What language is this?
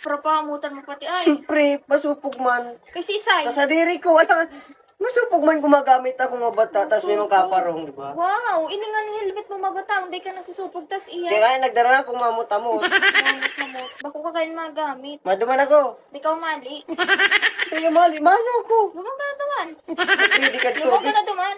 Bikol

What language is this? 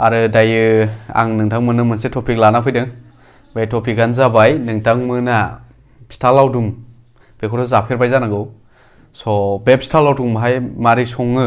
Bodo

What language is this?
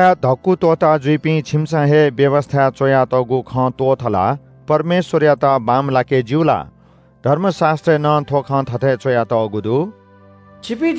Newari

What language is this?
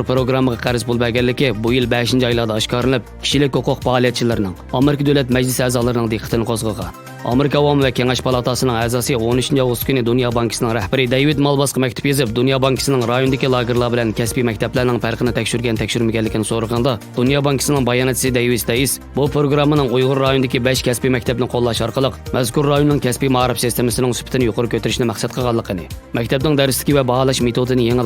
Uyghur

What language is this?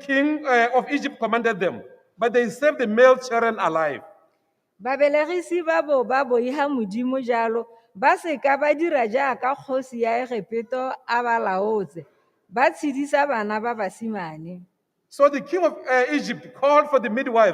Tswana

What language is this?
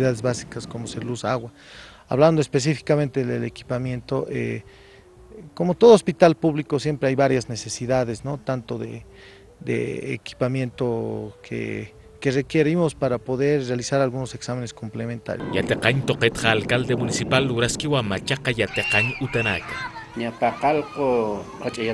Aymara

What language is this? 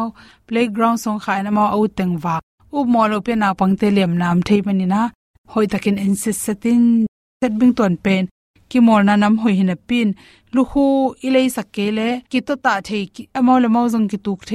Tedim Chin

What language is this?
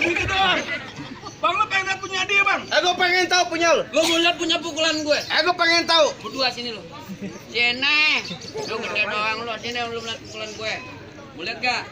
Betawi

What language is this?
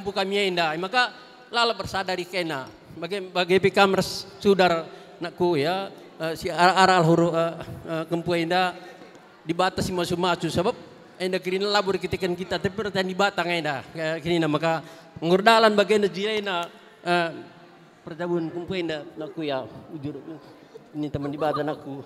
Batak Karo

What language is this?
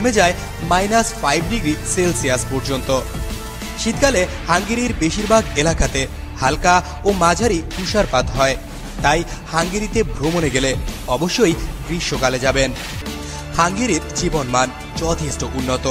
Bangla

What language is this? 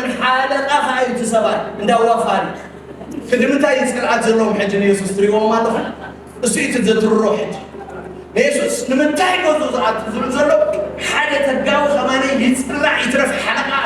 Tigrinya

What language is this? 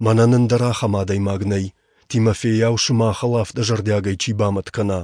Ossetic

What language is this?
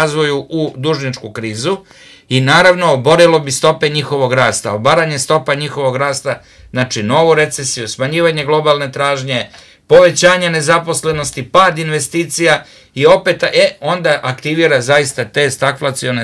Serbian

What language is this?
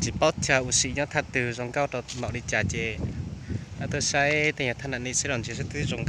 Hmong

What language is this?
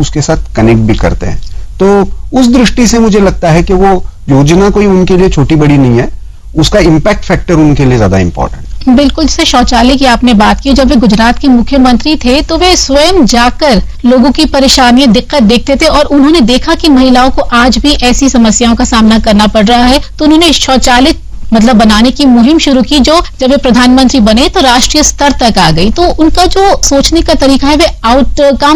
Hindi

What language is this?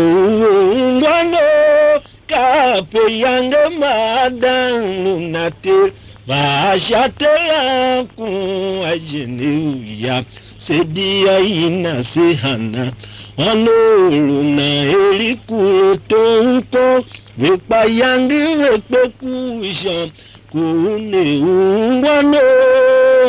Tiv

